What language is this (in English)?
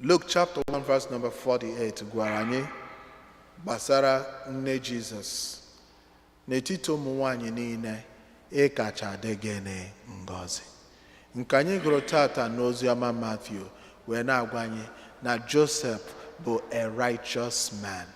Igbo